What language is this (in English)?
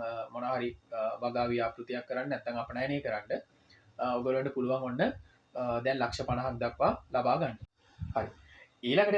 Sinhala